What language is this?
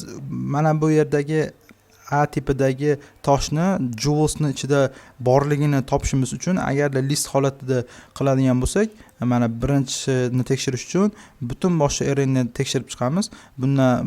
Uzbek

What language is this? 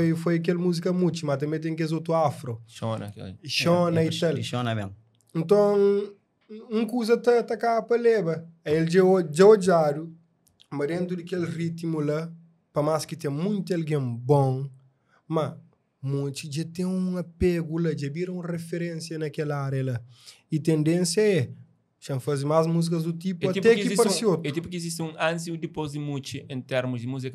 Kabuverdianu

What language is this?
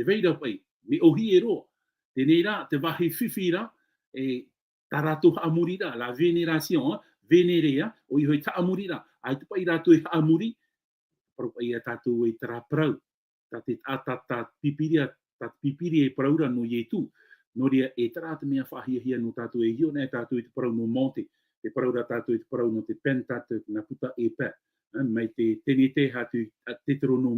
Tahitian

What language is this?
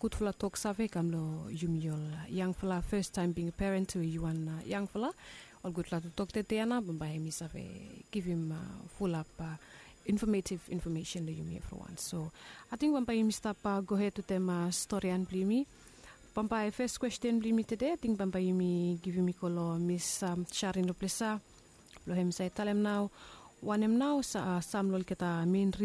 Bislama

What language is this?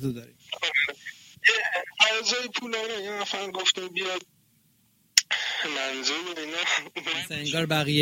Persian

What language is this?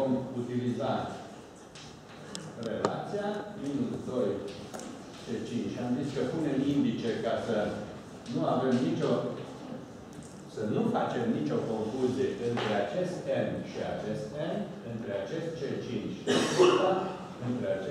Romanian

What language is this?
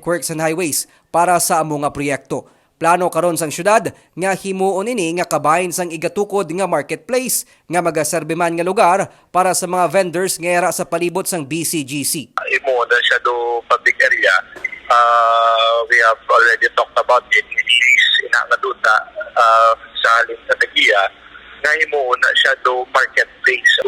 Hiligaynon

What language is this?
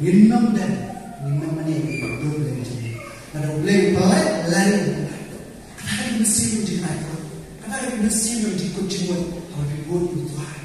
Khasi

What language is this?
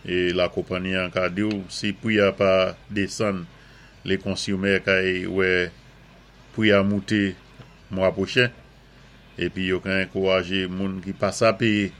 Saint Lucian Creole French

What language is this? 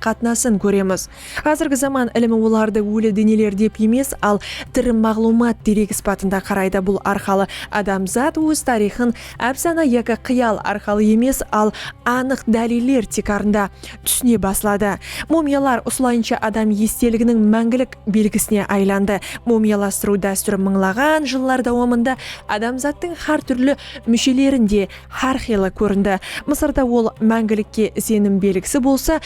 Kara-Kalpak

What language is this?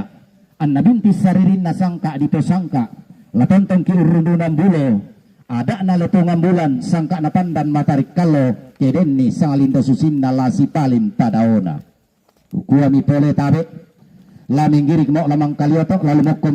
Toraja-Sa'dan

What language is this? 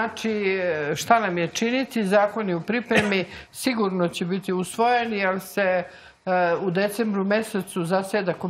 Serbian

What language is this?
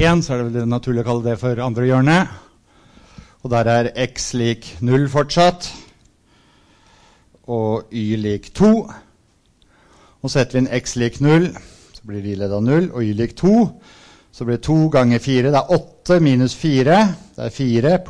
Norwegian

